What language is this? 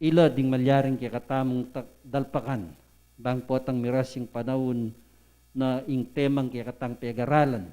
Pampanga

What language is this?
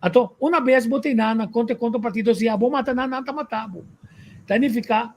Papiamento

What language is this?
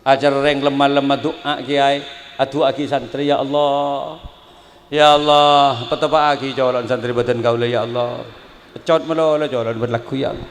Madurese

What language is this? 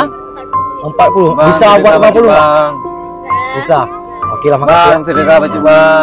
Achinese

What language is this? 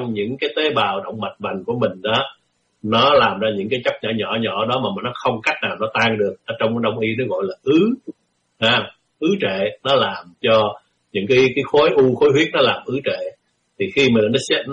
Vietnamese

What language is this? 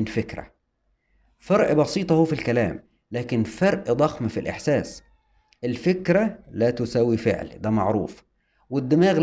Egyptian Arabic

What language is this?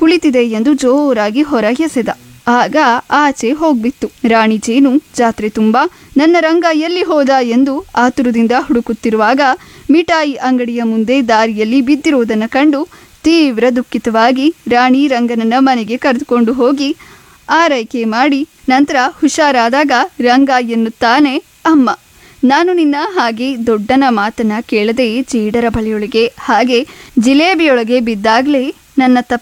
Kannada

